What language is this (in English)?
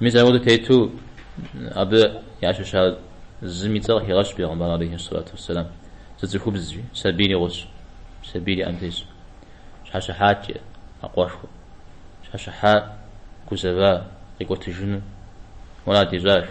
Kabardian